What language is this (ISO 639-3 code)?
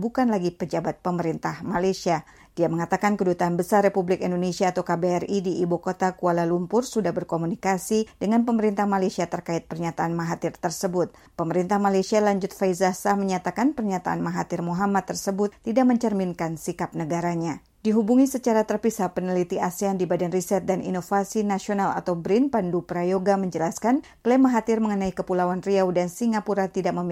ind